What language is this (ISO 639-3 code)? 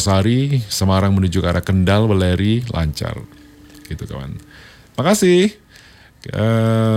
ind